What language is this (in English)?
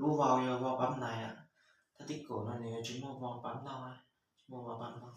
Hmong